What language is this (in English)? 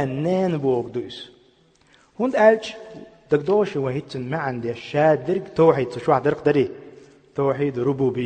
Chechen